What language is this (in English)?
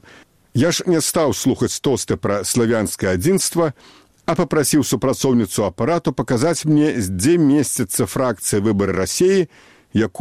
Belarusian